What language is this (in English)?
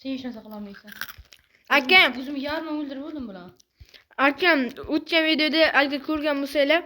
Uzbek